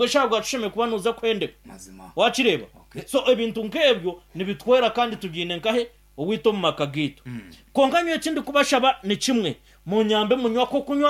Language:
Nyankole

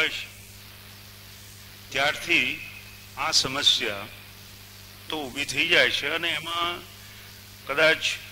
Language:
Gujarati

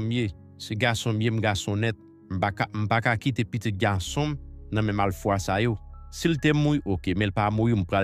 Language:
Haitian Creole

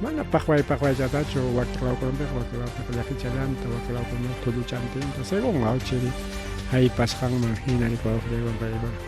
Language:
Ayacucho Quechua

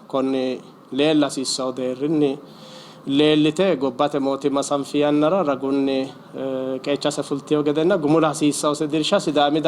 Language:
Sidamo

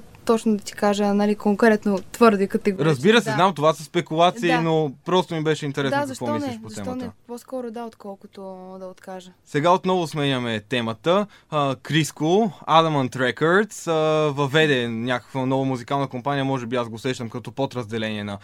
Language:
Bulgarian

